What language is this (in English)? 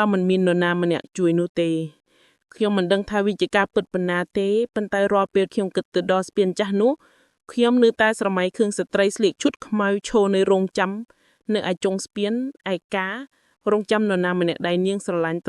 Khmer